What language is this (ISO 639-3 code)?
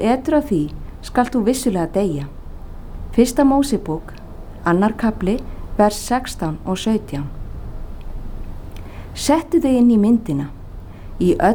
isl